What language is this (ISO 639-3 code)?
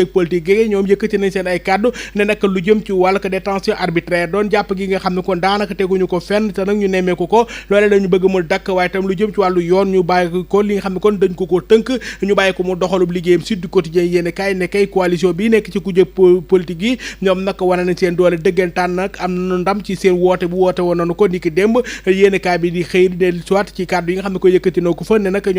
wol